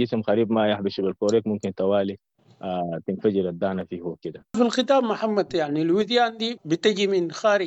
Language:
Sudanese Arabic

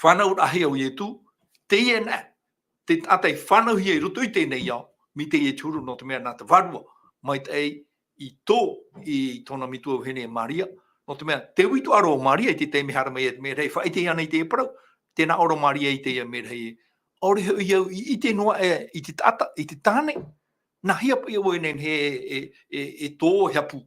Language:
Tahitian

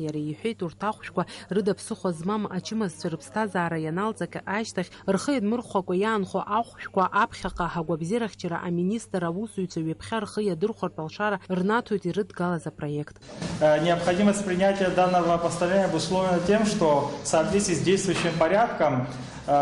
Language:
Abkhazian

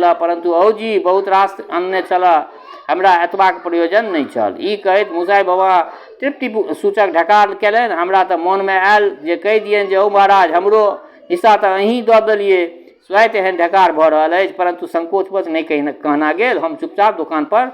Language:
Maithili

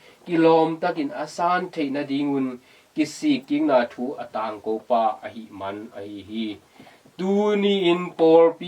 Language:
Tedim Chin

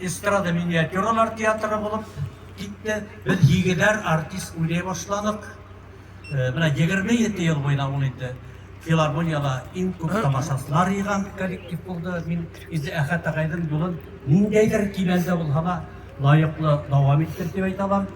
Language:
Tatar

